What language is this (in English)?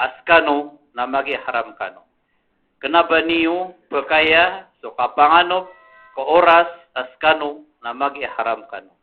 Maranao